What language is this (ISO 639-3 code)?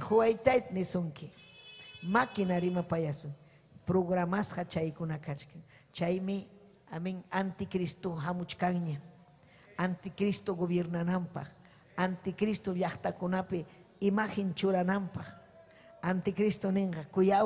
quy